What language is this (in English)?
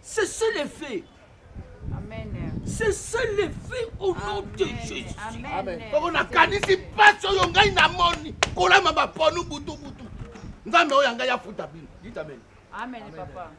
Lingala